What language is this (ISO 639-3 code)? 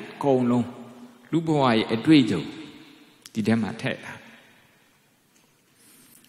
mya